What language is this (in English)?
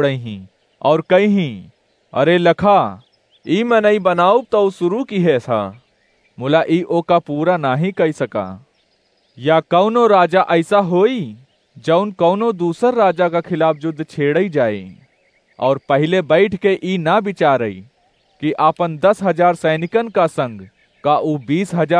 Awadhi